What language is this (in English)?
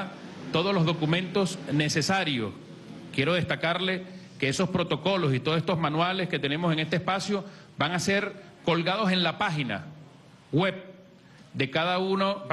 Spanish